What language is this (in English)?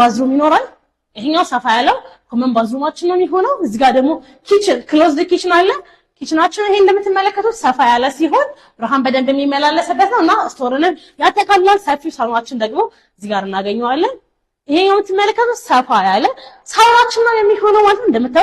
Amharic